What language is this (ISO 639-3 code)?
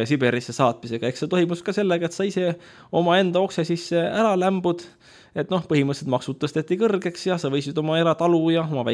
est